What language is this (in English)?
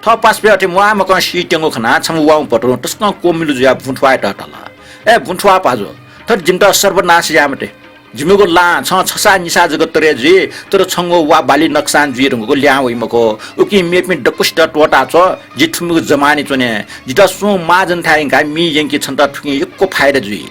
Newari